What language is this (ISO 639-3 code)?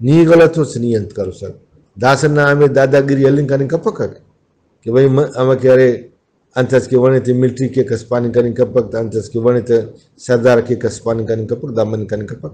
brh